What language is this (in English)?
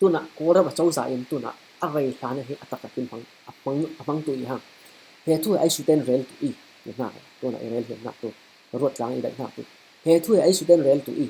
Falam Chin